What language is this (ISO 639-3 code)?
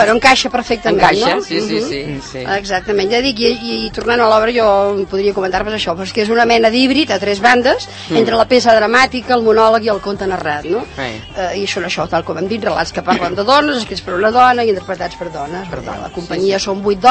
cat